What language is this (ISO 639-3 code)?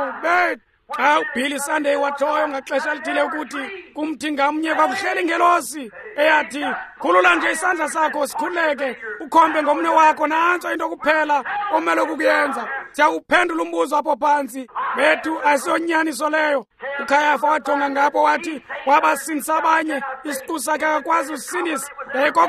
xho